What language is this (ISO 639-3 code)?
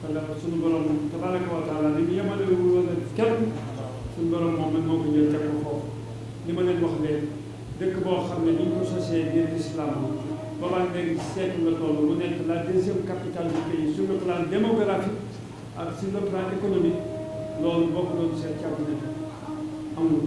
wol